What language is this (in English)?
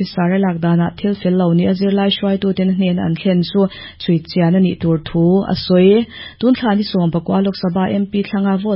Mizo